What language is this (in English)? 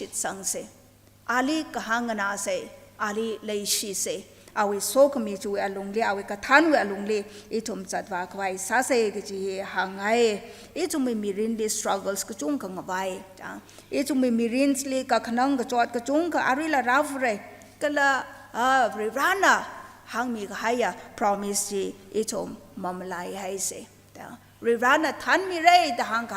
Tangkhul Naga (India)